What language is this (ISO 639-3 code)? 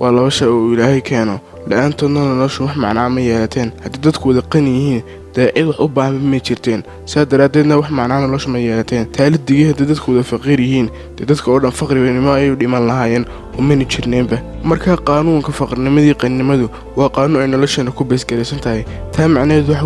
som